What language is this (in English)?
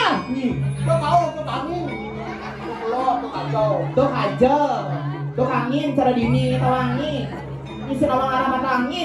Balinese